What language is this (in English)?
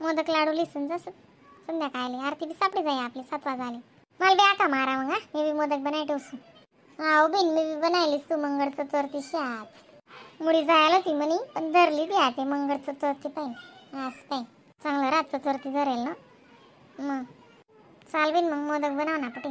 Khandesi